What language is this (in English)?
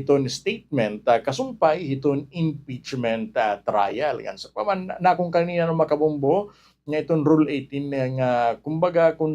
Waray